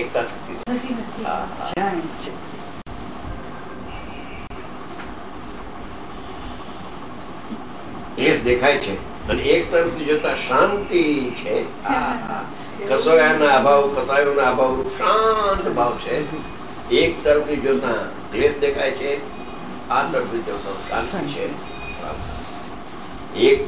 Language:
Gujarati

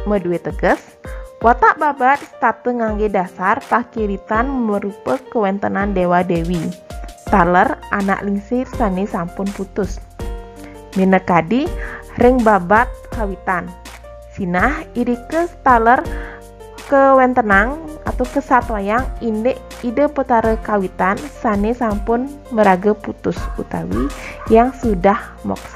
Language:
Balinese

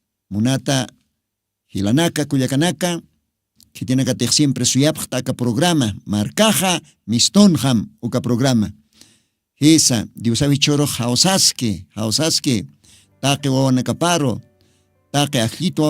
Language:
Aymara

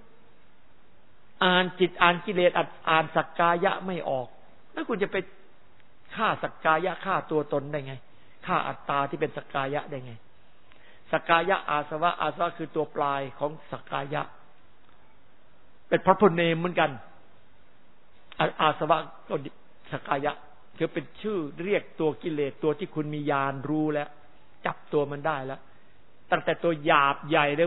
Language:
Thai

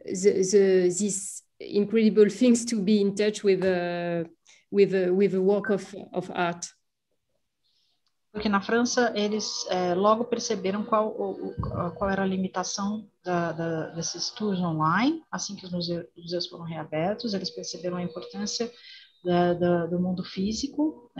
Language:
Portuguese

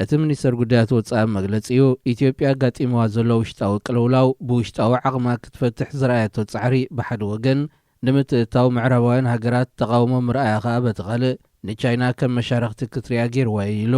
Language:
Tigrinya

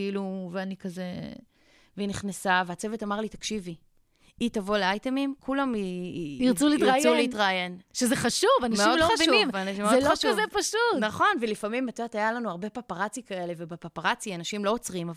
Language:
Hebrew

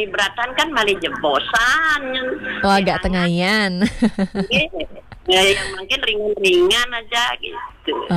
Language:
Balinese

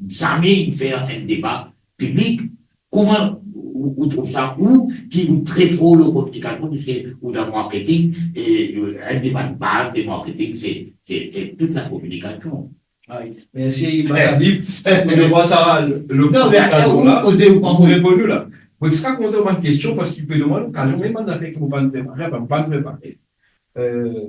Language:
Morisyen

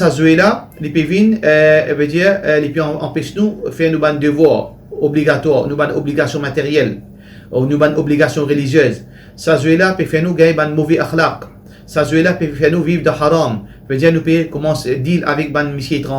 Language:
Morisyen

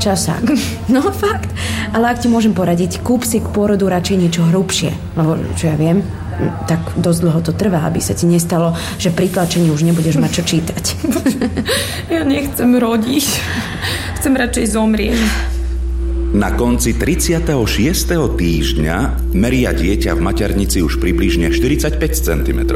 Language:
Slovak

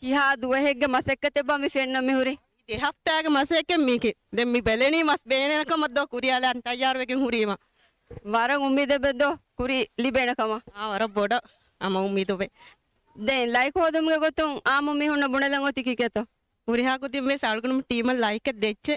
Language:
Divehi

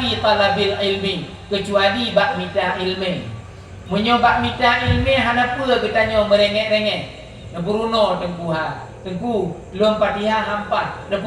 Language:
Achinese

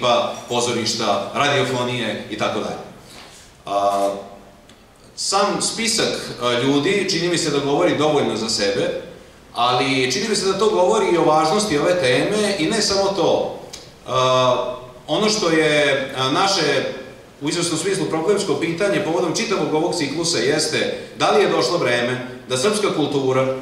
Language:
Serbian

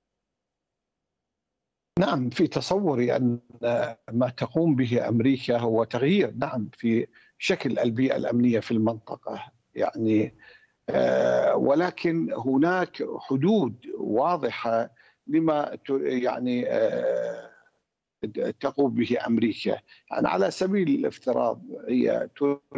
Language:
Arabic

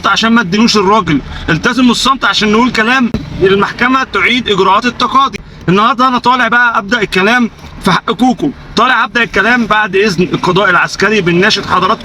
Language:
Egyptian Arabic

